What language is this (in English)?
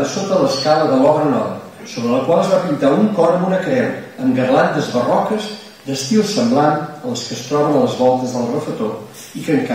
Catalan